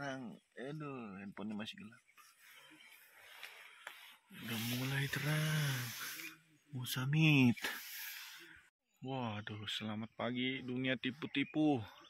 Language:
Indonesian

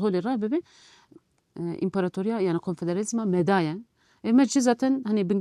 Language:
Kurdish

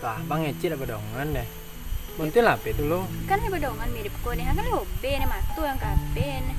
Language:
Minangkabau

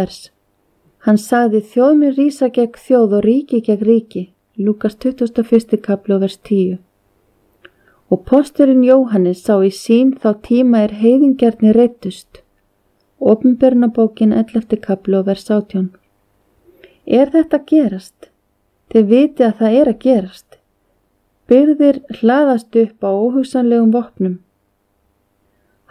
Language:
Icelandic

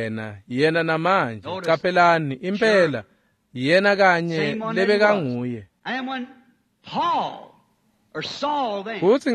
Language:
Swati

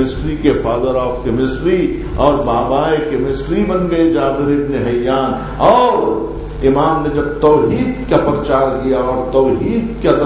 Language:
Urdu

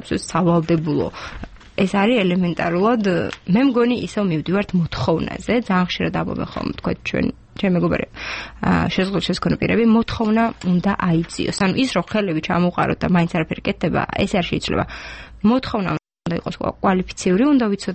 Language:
Georgian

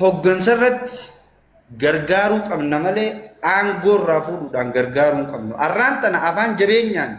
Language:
Oromo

